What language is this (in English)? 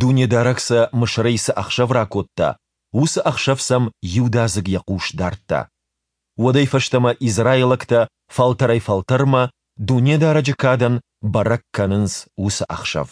Ossetic